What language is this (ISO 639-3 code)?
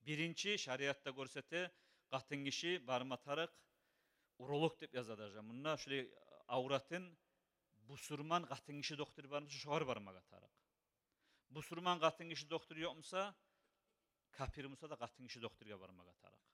kum